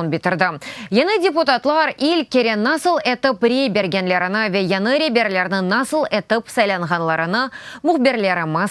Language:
Crimean Tatar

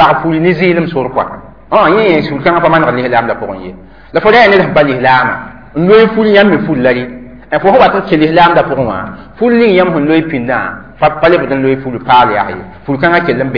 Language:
Mossi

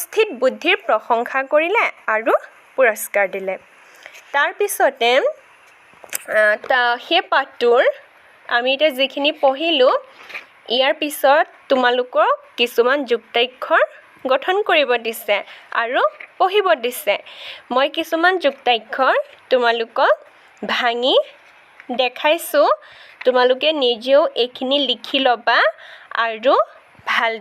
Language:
Assamese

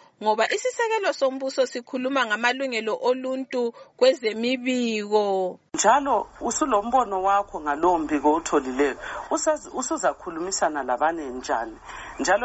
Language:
North Ndebele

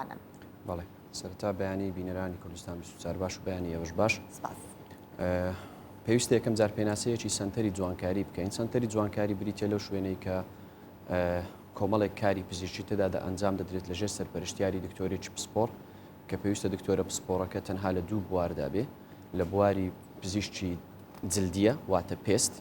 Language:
Central Kurdish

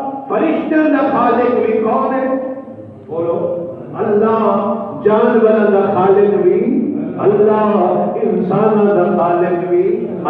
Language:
Saraiki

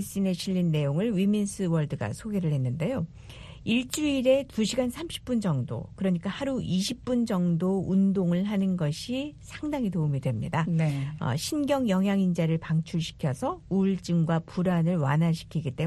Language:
Korean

